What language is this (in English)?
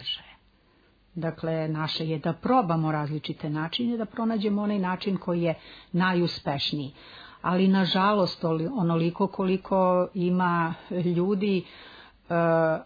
Serbian